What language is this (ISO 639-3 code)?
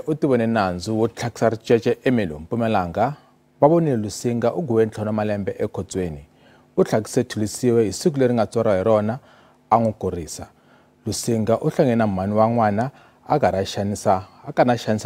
tso